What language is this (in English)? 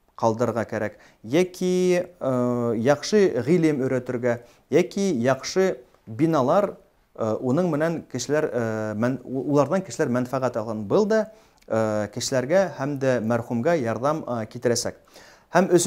Bashkir